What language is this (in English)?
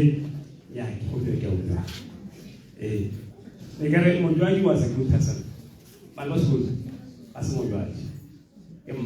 Tswana